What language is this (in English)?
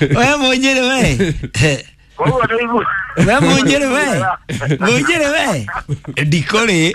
Kikuyu